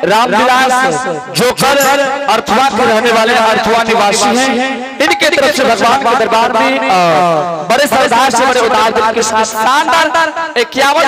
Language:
Angika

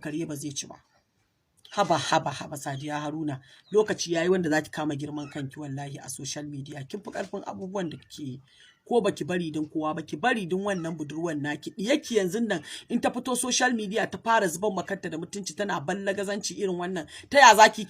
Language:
Hausa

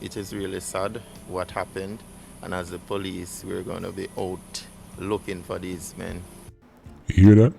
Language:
Jamaican Creole English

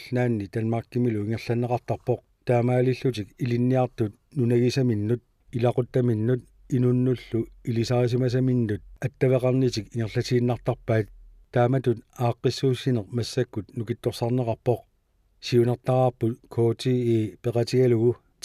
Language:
Kalaallisut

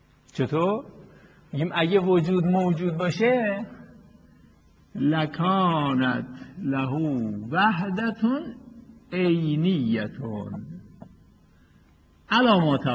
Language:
Persian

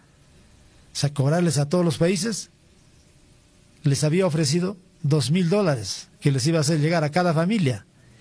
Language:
Spanish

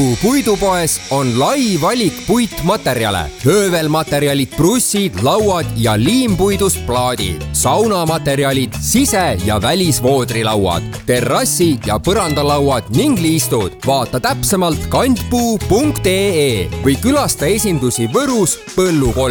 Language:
Estonian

